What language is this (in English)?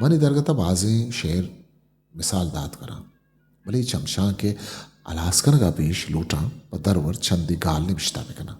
Eastern Balochi